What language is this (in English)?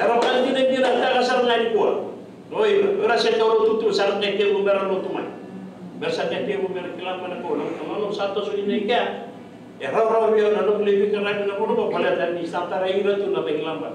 Fijian